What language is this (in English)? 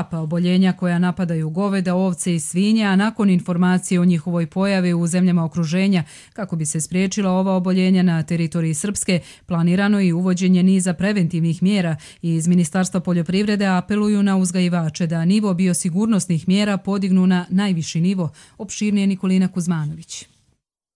Croatian